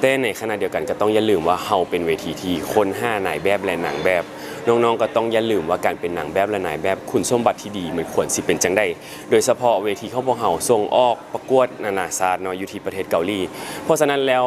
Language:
Lao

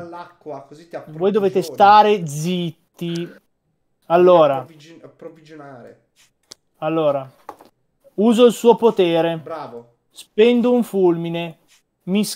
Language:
Italian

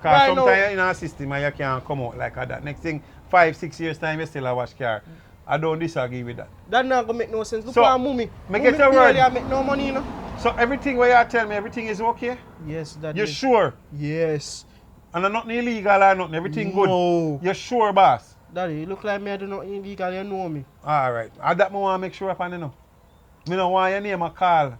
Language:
Jamaican Creole English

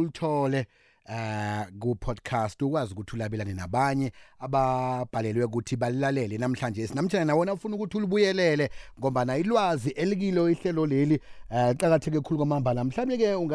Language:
South Ndebele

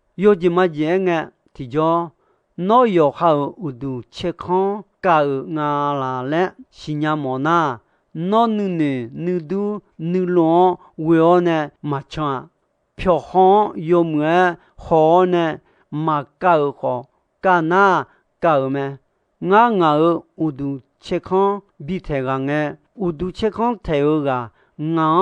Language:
Akha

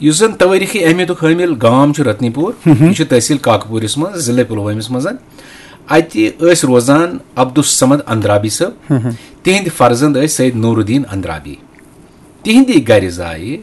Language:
Kashmiri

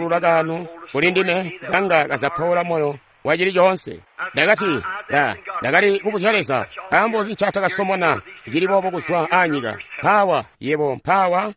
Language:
Tonga (Zambia)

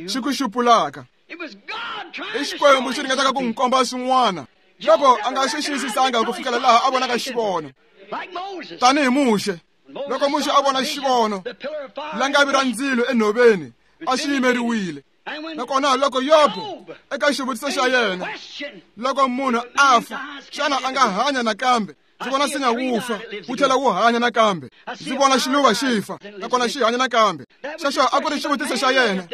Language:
Tsonga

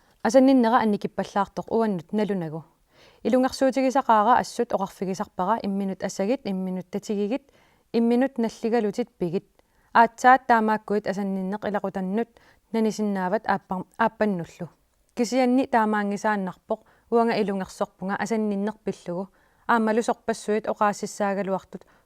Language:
Kalaallisut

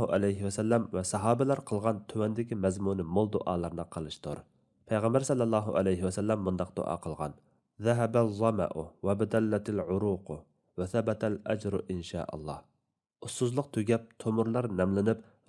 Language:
Uyghur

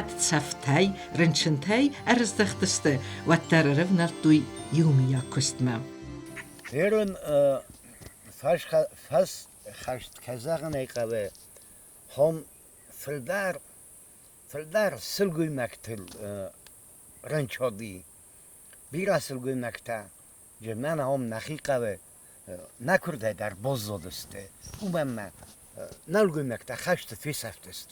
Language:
Ossetic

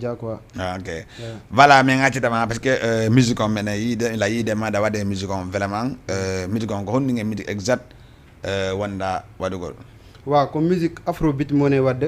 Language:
Fula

